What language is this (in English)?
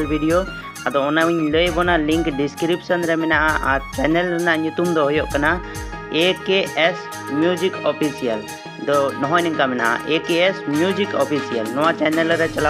Santali